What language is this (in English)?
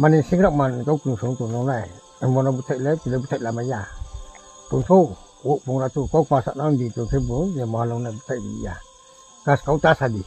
Riang (India)